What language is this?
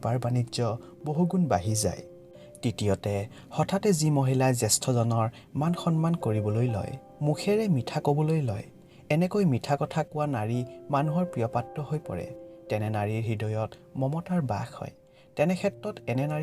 Assamese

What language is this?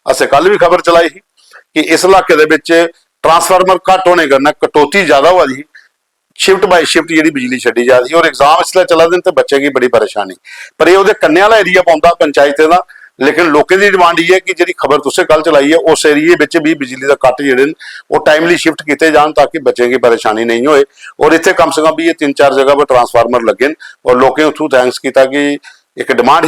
Dogri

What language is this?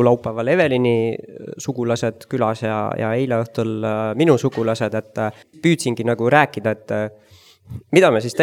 Estonian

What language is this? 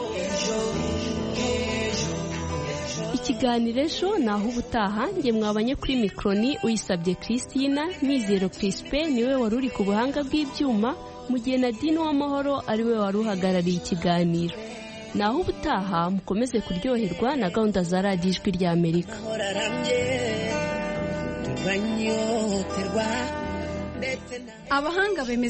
Kinyarwanda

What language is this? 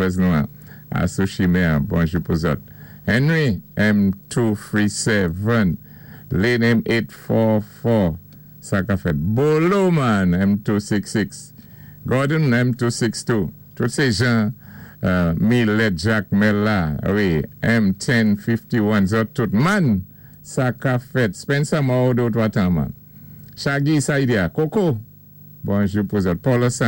Saint Lucian Creole French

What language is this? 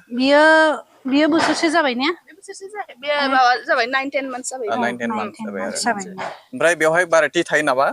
Bodo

